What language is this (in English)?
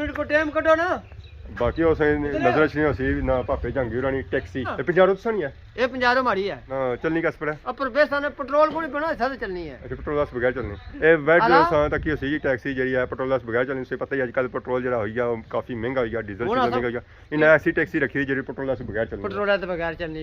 Pahari-Potwari